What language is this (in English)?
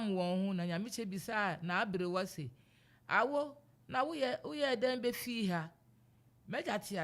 Akan